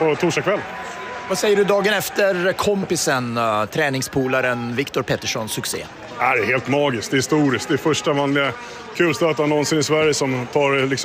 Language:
Swedish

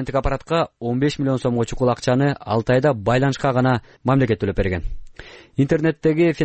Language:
Kyrgyz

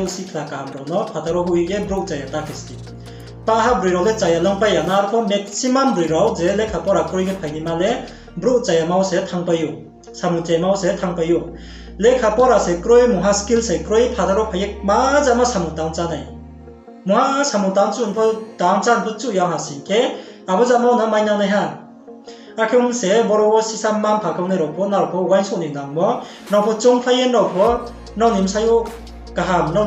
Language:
Riang (India)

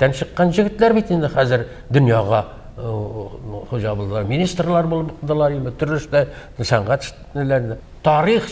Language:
Tatar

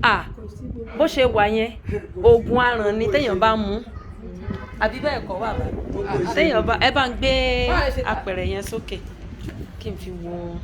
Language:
Yoruba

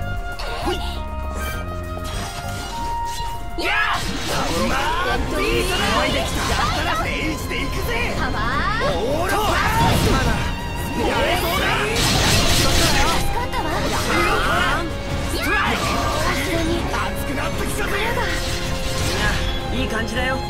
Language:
Japanese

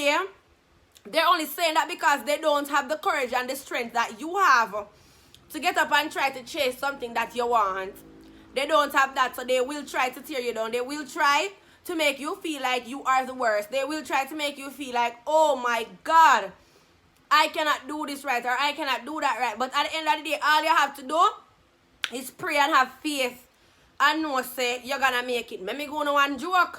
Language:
Jamaican Creole English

